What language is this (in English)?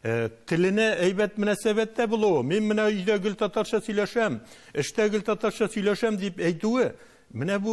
Tatar